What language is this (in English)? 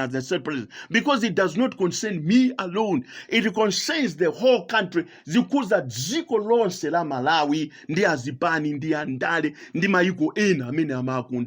Nyanja